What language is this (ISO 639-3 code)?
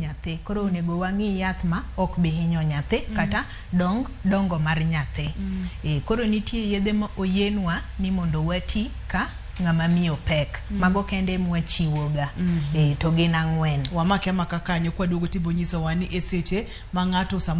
luo